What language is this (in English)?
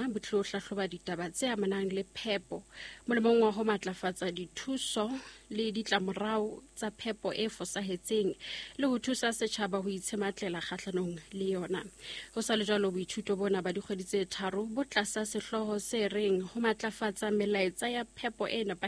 Southern Sotho